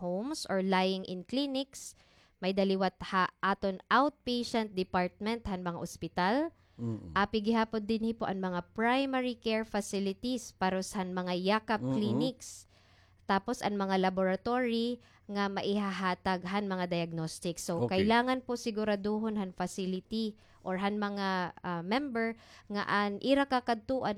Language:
Waray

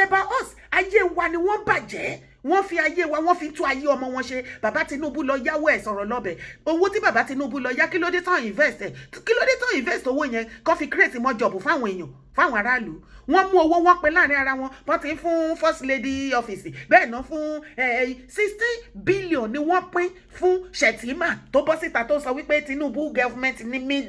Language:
Yoruba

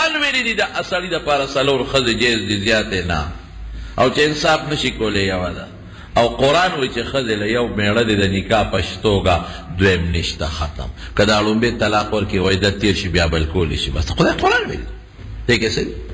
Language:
Pashto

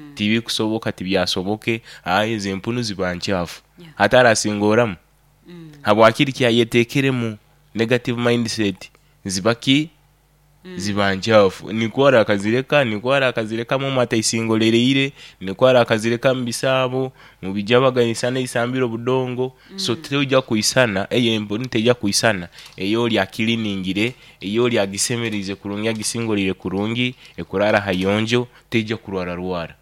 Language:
Nyoro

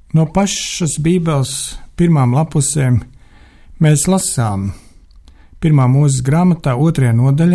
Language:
Latvian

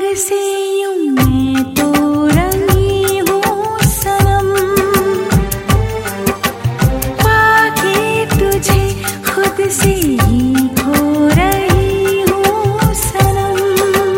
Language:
Hindi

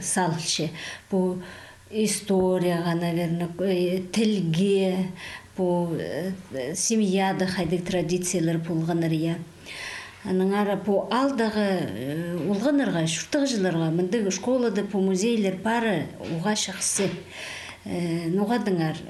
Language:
Khakas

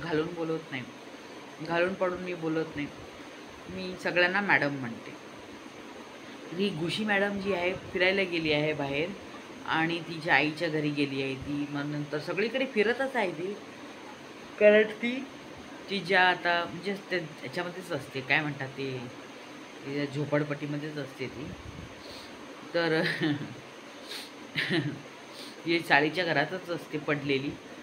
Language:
Marathi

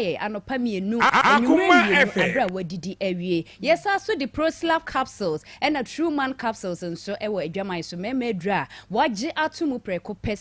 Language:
Akan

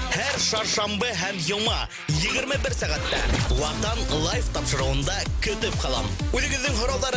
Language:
Bashkir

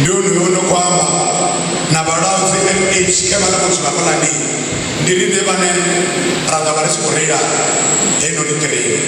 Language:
Venda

